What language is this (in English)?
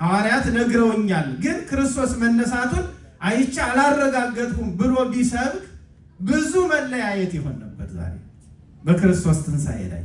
Amharic